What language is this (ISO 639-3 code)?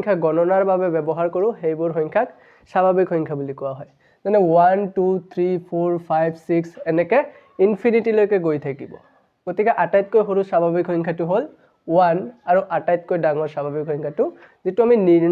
asm